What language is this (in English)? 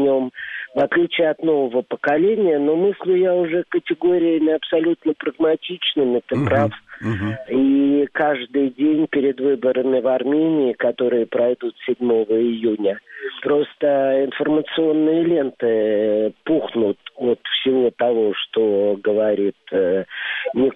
Russian